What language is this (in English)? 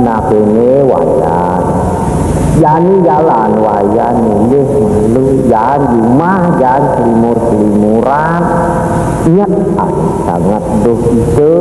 Balinese